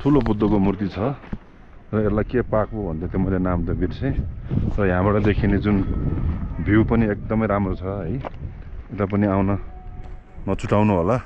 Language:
Nepali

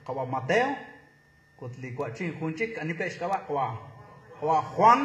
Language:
Kekchí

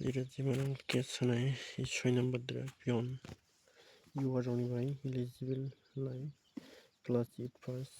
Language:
Kok Borok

